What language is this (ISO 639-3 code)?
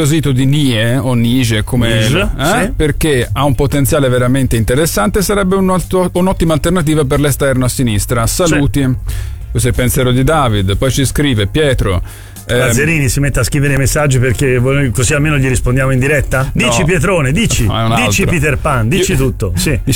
ita